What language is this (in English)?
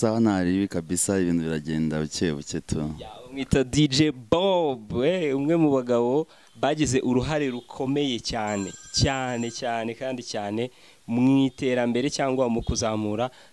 Kinyarwanda